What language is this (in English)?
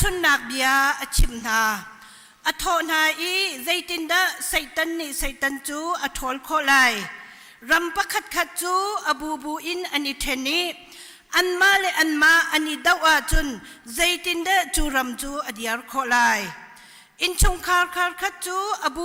Hakha Chin